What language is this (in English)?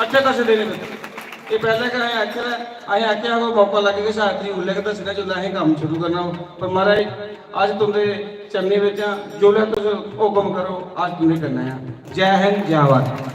Dogri